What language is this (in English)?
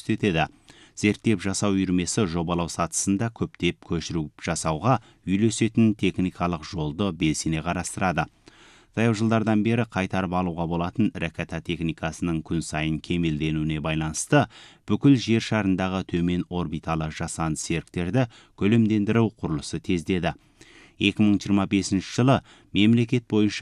Kazakh